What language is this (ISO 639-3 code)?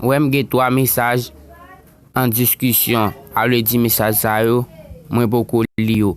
hat